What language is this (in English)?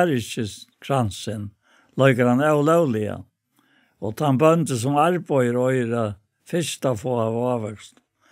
Faroese